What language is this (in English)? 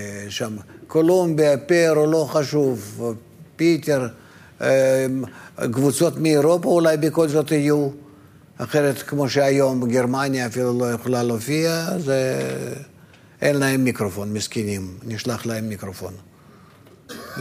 Hebrew